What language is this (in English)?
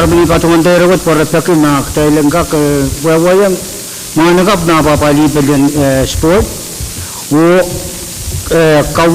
Pohnpeian